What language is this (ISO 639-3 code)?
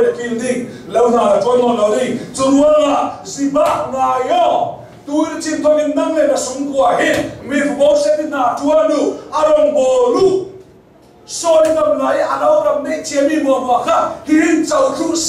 cnh